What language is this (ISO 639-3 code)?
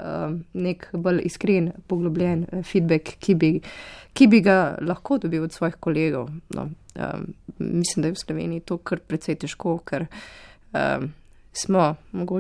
slv